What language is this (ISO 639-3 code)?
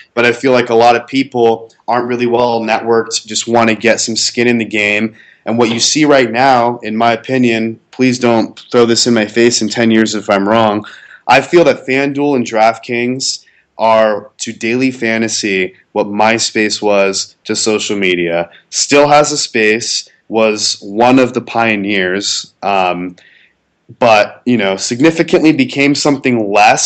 eng